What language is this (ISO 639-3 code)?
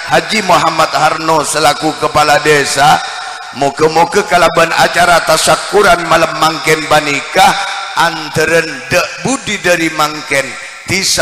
mad